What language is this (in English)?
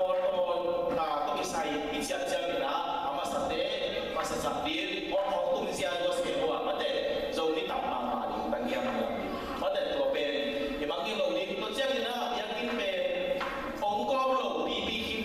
Tedim Chin